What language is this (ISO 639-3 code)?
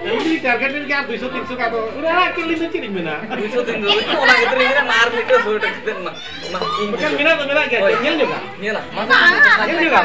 sat